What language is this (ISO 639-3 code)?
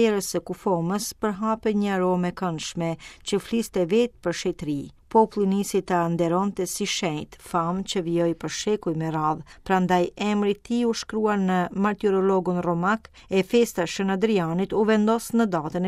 sqi